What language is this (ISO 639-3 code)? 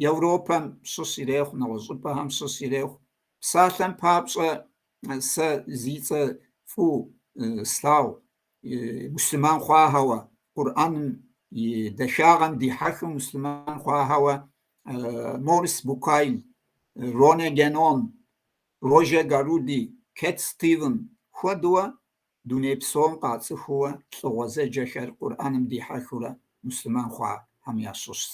kbd